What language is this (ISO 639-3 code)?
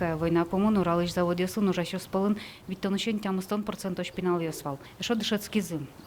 udm